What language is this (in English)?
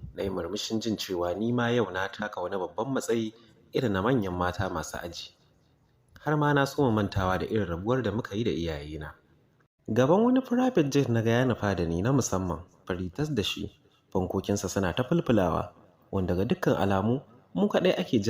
Hausa